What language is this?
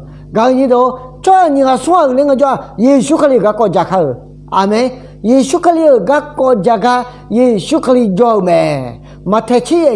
Akha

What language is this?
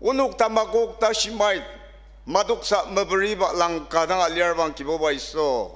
Ao Naga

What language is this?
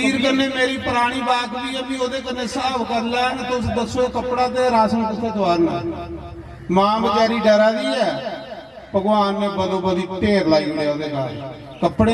Dogri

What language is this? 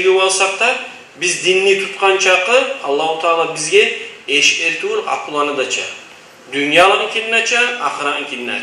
Kumyk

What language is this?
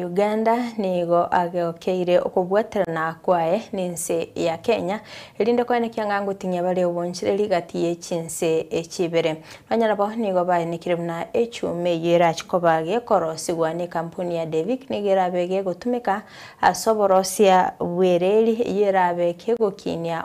Gusii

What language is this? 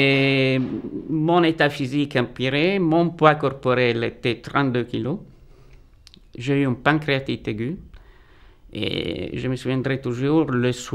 French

